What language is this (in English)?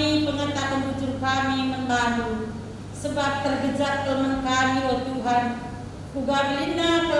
Batak Karo